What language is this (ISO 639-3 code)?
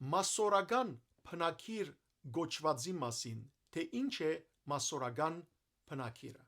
hyw